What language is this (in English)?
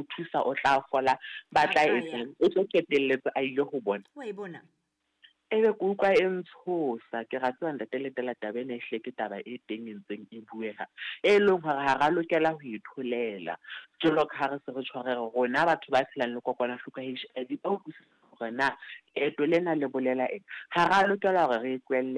Southern Sotho